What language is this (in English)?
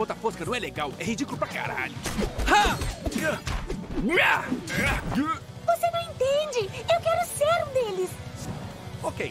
Portuguese